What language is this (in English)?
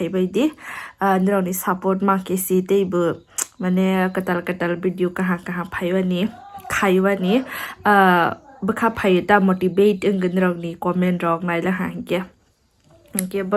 Kok Borok